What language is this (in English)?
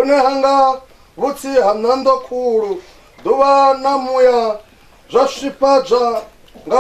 Venda